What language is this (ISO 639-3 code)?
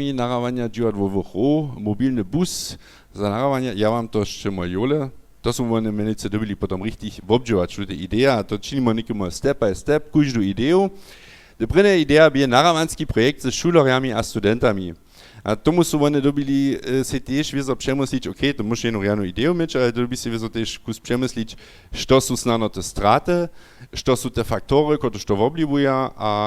hsb